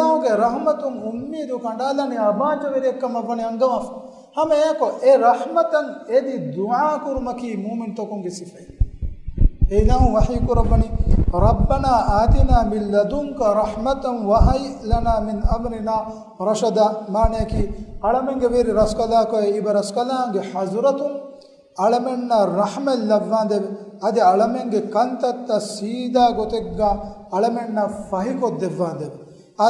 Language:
Divehi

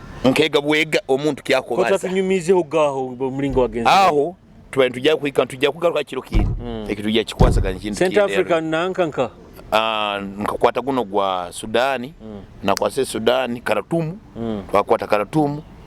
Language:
Nyoro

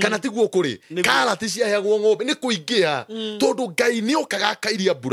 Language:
Kikuyu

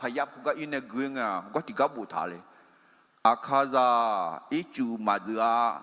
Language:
Akha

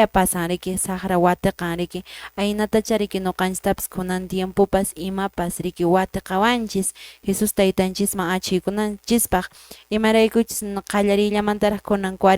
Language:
Quechua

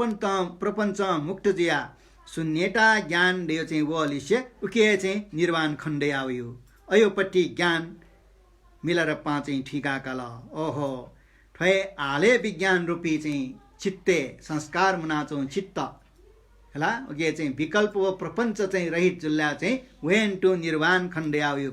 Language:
Newari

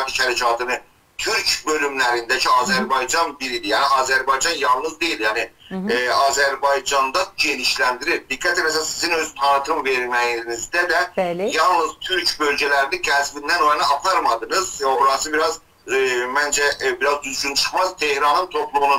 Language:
South Azerbaijani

